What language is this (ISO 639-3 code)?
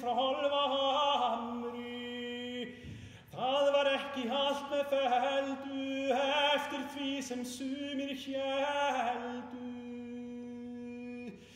isl